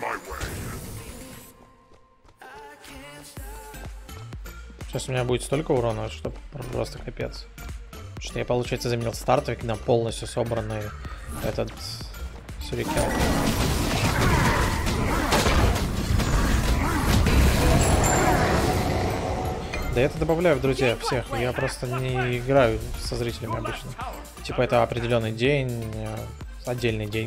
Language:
Russian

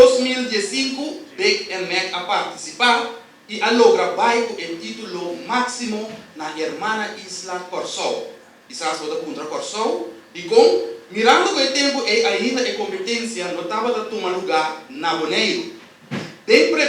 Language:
Papiamento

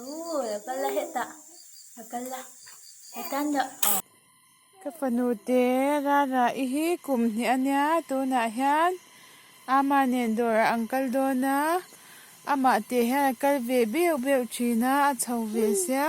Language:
Mizo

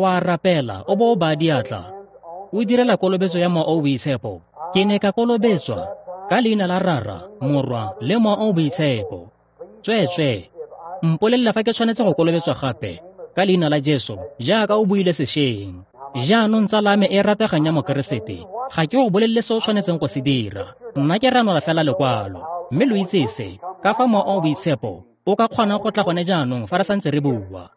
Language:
Tswana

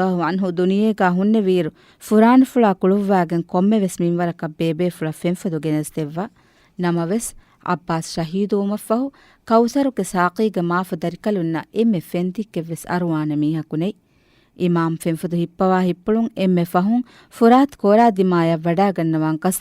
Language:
Divehi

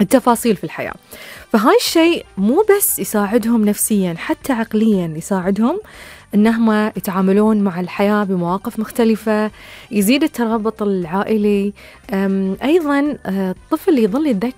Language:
Gulf Arabic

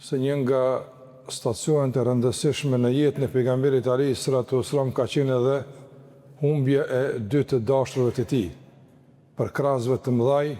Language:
Albanian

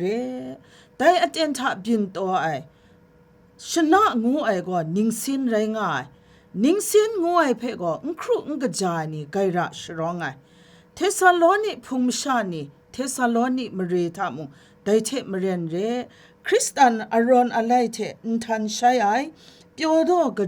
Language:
Kachin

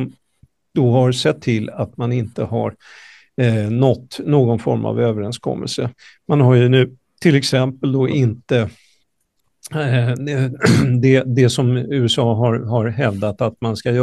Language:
Swedish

